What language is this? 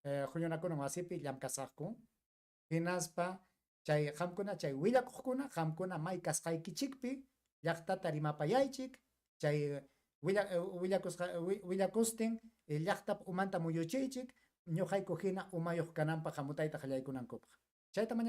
Ayacucho Quechua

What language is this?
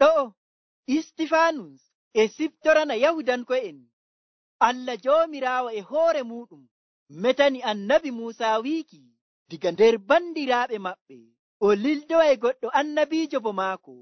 Nigerian Fulfulde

